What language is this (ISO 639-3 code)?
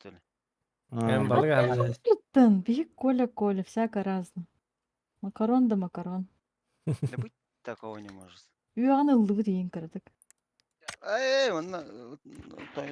sah